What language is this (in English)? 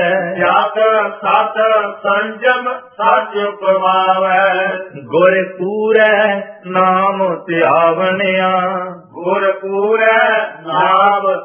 Punjabi